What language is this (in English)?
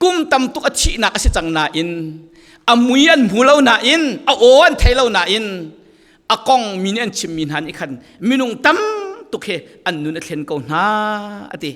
Falam Chin